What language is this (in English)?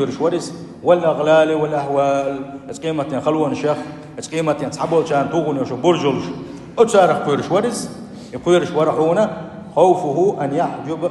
Chechen